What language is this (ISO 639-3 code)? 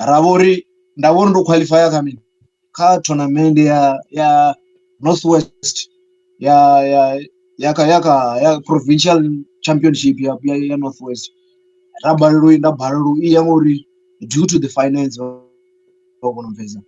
ven